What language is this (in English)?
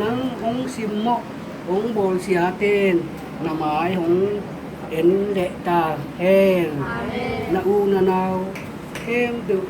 Tedim Chin